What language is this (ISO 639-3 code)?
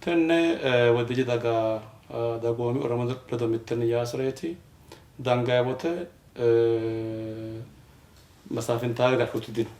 sid